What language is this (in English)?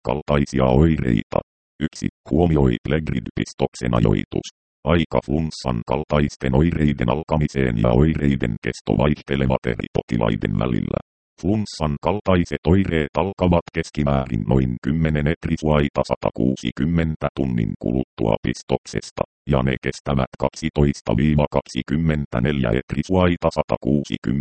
Finnish